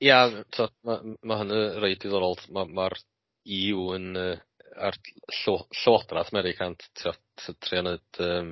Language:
Welsh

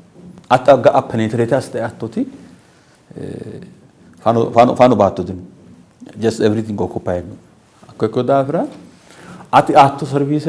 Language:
Sidamo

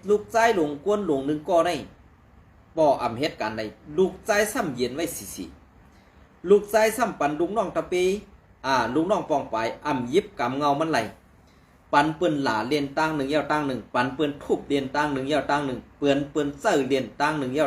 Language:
Shan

